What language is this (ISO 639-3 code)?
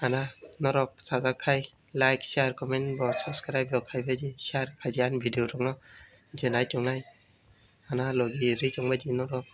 trp